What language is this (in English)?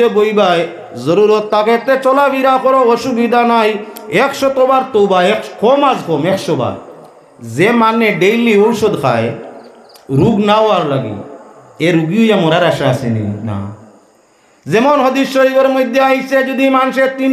Sylheti